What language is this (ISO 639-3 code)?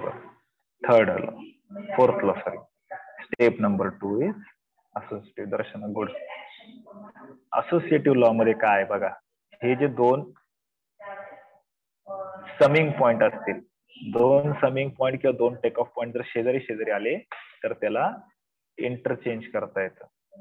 mar